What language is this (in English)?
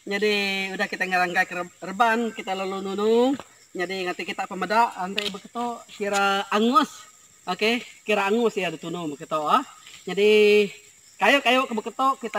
Iban